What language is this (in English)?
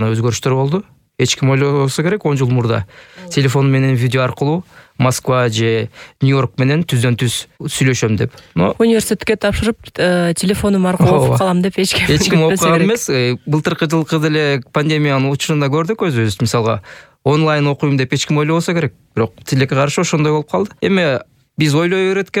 Kyrgyz